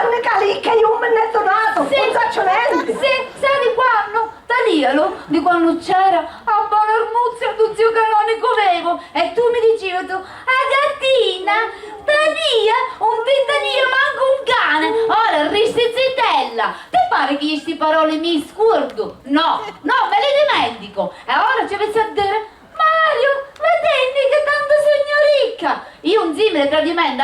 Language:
Sicilian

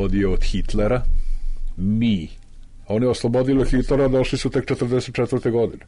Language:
Serbian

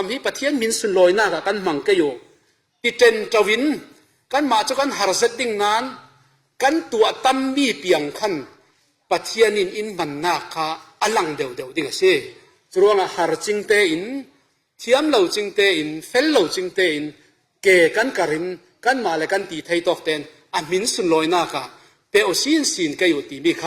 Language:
Falam Chin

